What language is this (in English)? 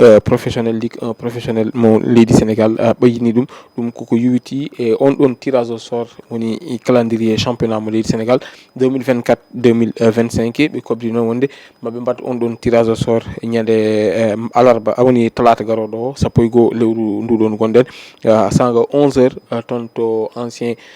Fula